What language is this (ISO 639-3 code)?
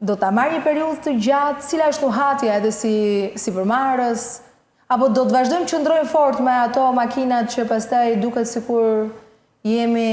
sqi